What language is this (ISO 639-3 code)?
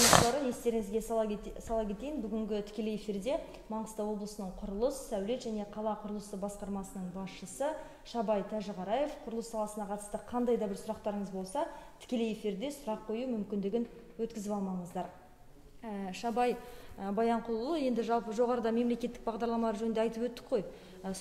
kaz